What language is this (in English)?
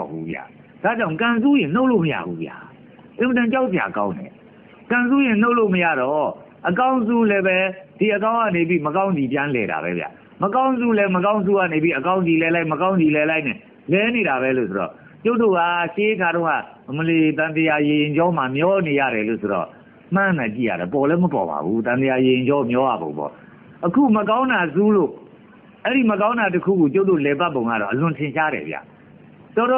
Burmese